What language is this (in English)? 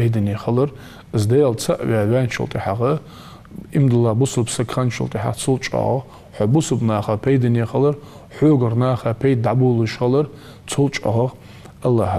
Ingush